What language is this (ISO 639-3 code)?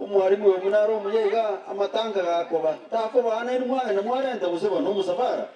guz